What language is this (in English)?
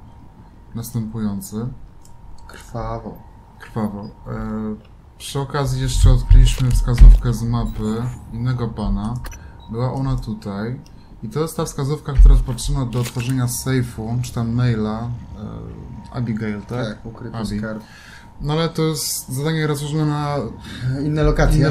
Polish